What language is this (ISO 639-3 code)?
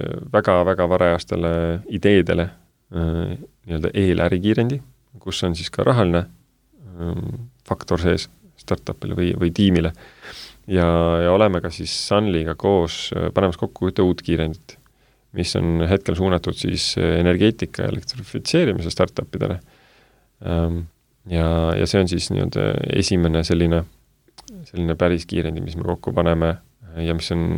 est